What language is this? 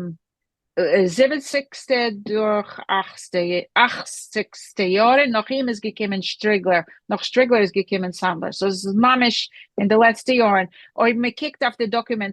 Yiddish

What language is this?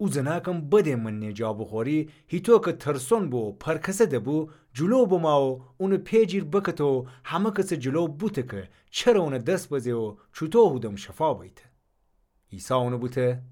Gilaki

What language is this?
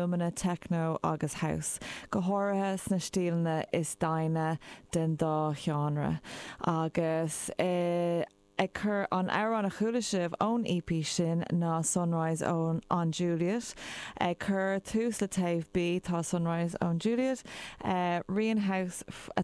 Irish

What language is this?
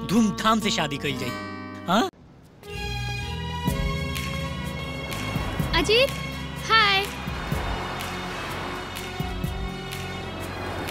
Bhojpuri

